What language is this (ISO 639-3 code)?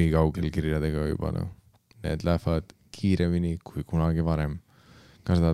est